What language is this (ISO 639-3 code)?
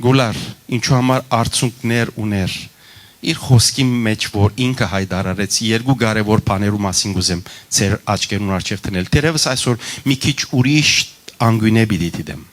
hyw